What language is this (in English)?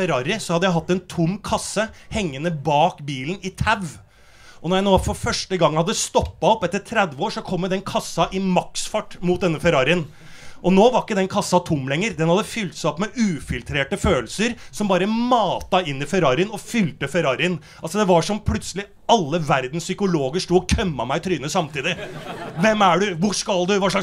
Norwegian